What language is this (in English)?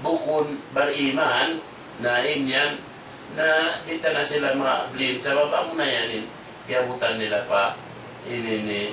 Tausug